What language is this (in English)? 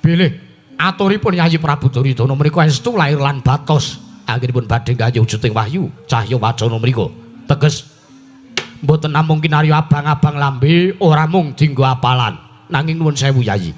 Javanese